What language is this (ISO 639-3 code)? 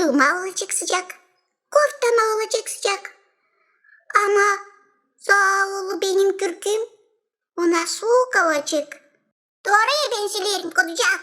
gag